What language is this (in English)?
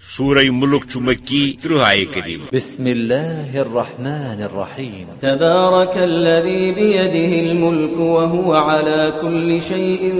Kashmiri